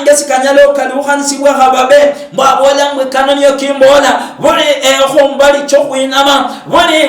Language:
Luyia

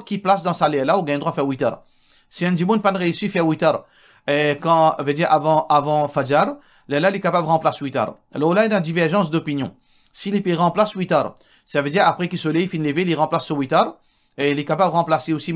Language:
Morisyen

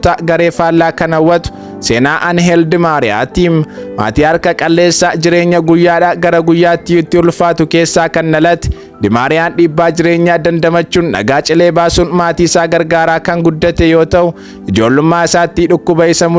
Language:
Oromo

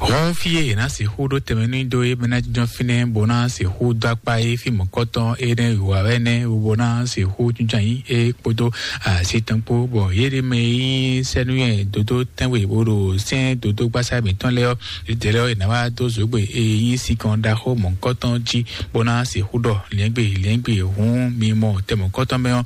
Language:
Fon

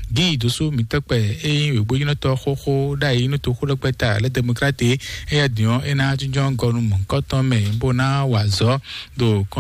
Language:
Fon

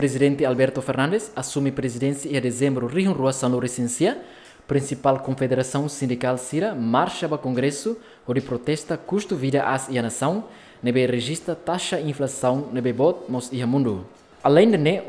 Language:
Tetum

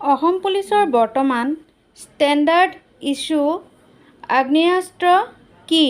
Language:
Assamese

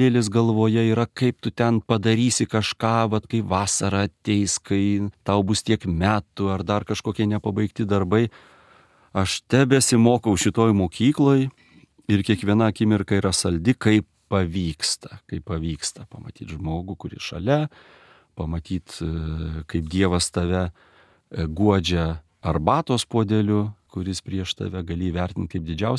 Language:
Lithuanian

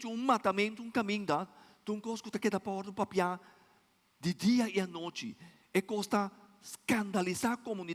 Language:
Papiamento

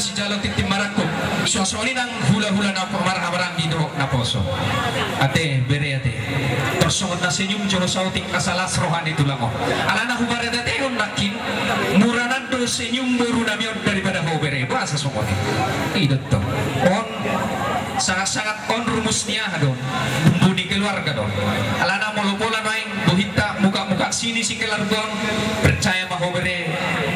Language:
Batak Toba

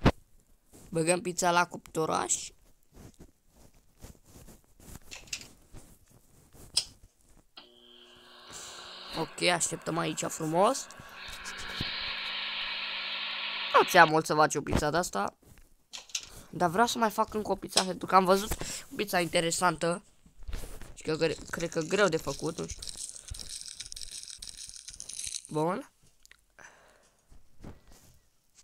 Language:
Romanian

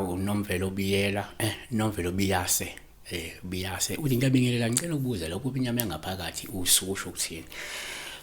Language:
Zulu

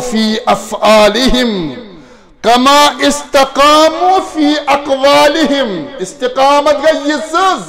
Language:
Kashmiri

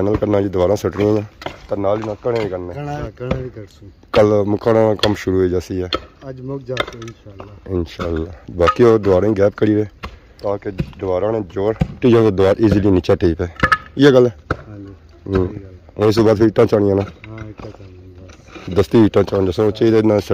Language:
Pahari-Potwari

